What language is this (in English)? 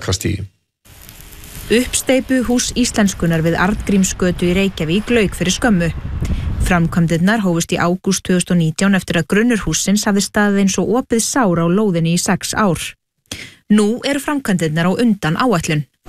Icelandic